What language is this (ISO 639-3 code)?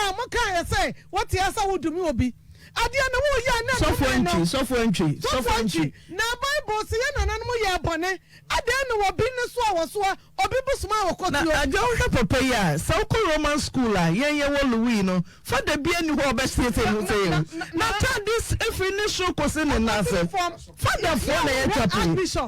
aka